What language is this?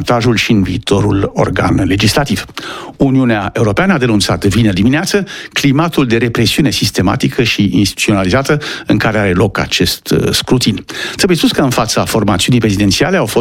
Romanian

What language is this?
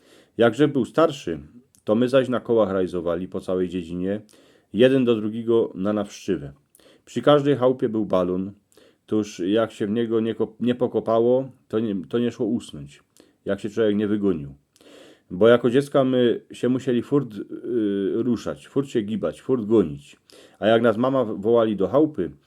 Silesian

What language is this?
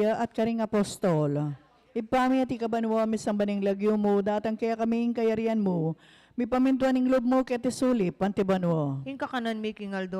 Pampanga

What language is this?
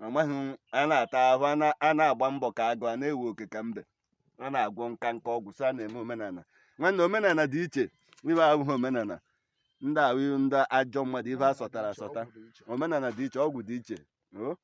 Igbo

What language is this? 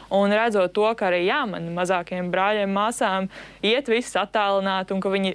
Latvian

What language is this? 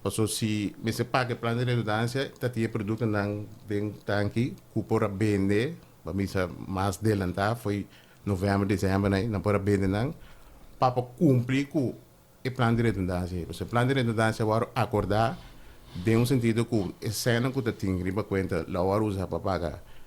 Papiamento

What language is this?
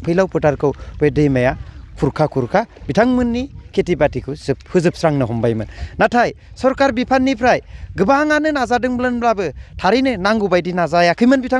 Bodo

